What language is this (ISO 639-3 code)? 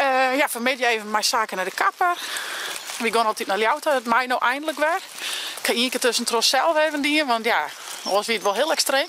fry